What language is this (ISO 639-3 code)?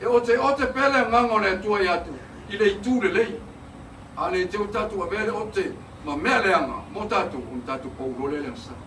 smo